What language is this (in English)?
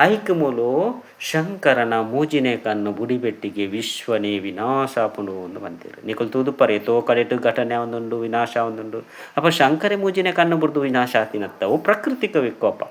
Tulu